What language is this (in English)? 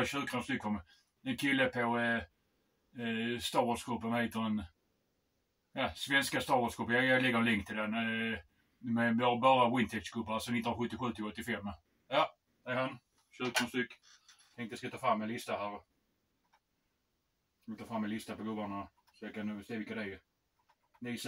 Swedish